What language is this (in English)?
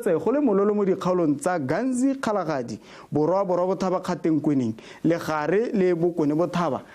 Tswana